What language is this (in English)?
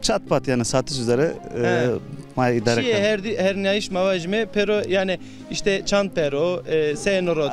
Zaza